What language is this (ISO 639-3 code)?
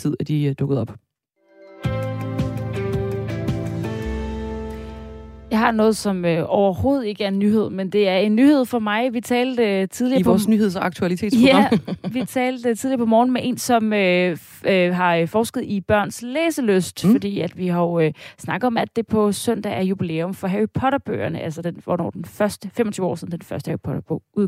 dan